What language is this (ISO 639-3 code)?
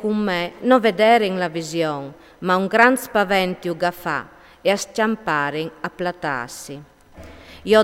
fur